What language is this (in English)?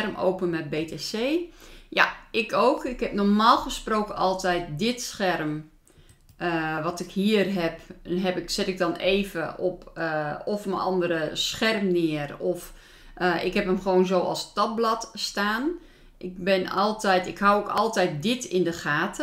Dutch